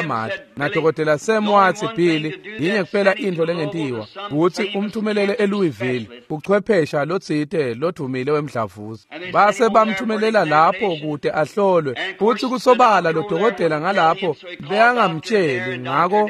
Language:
Swati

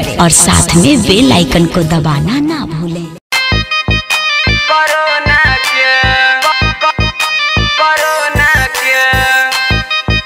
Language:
Bhojpuri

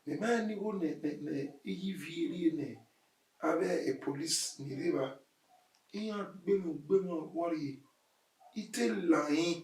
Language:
Bini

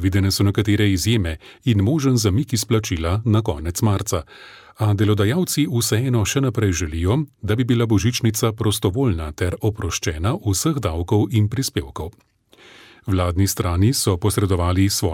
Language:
Slovenian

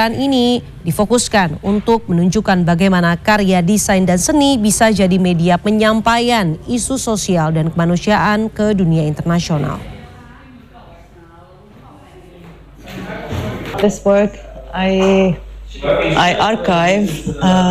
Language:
Indonesian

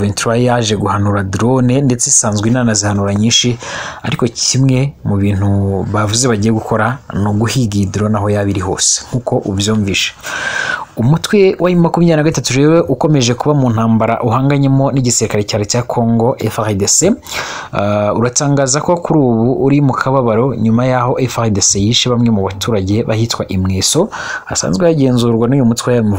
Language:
Kinyarwanda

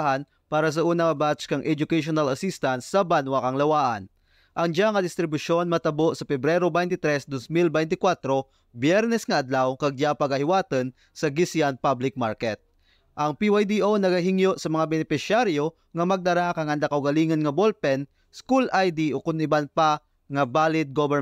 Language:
Kinaray-a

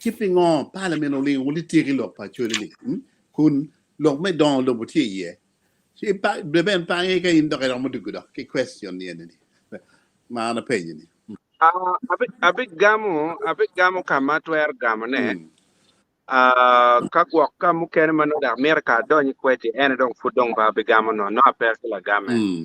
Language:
Acoli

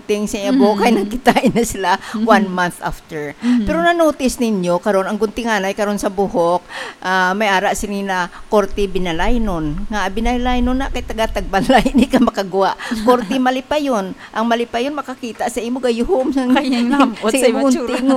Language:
Hiligaynon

